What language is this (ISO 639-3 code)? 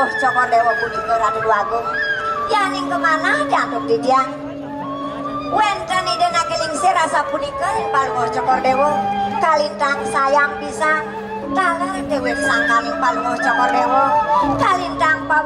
ban